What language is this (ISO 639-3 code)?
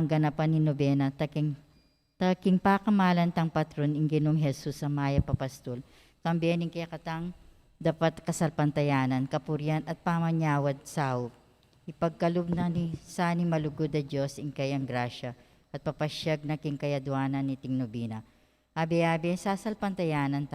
pam